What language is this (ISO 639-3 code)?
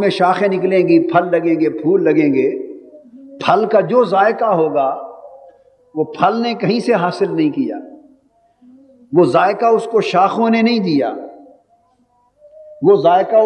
urd